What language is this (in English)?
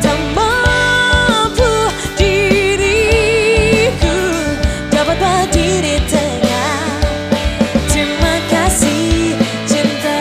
Nias